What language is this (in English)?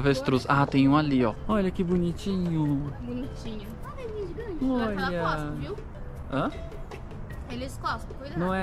Portuguese